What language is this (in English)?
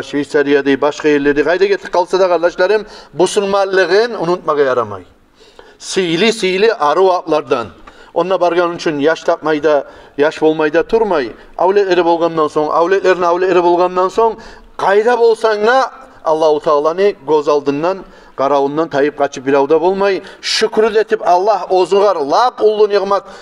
Kumyk